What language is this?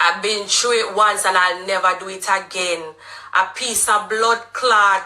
Jamaican Creole English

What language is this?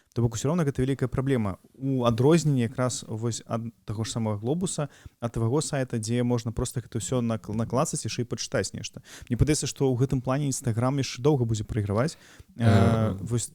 Belarusian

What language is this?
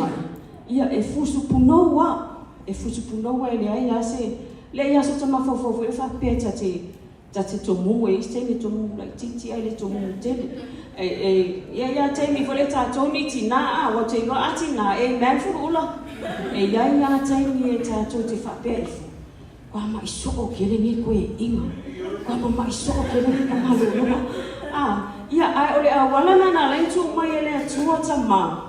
Samoan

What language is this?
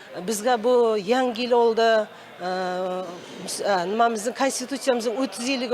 Uzbek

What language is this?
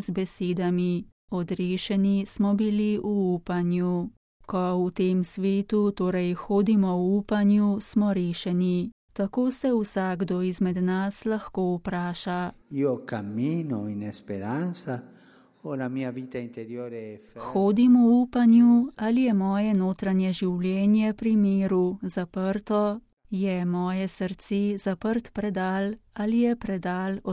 Slovenian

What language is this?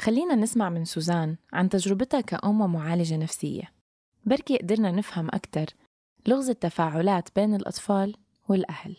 North Levantine Arabic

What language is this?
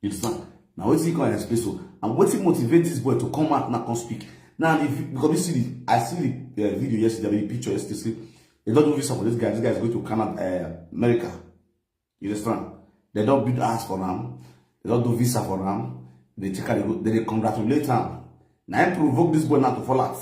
Nigerian Pidgin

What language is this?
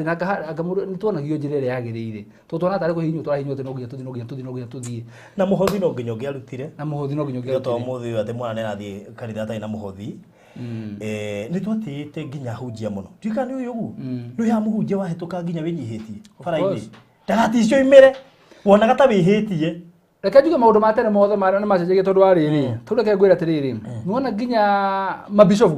Kikuyu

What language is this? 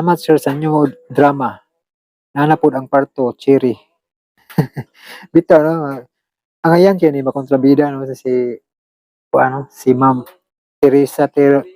Cebuano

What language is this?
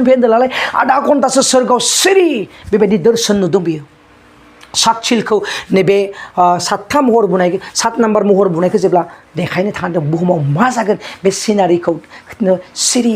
Bodo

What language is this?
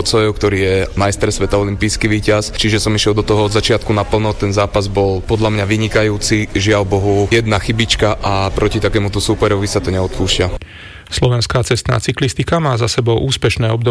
Slovak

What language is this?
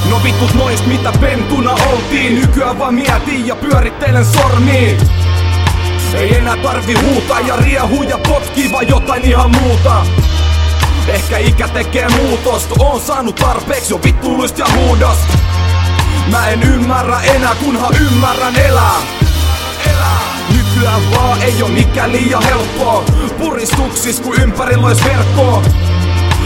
Finnish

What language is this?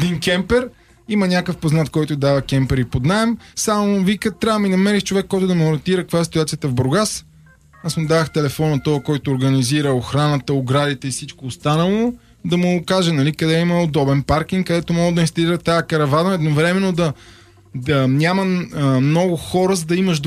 Bulgarian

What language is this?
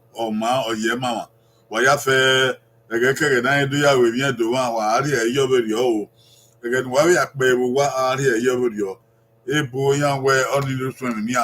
Bini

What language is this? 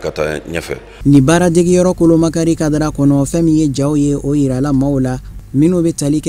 Bambara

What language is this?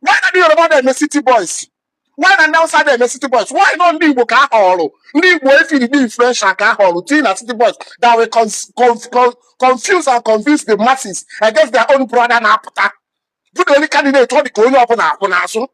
Igbo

